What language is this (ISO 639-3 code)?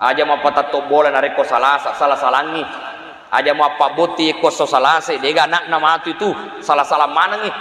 bug